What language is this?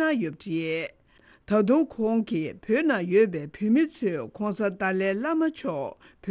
Tibetan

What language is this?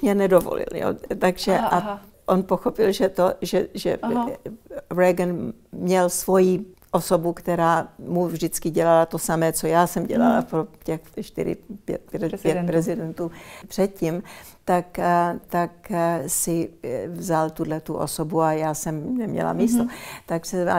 Czech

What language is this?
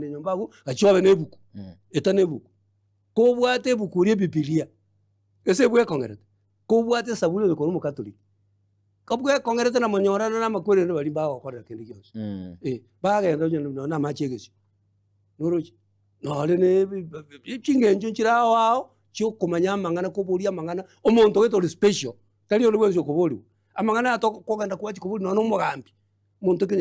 Gusii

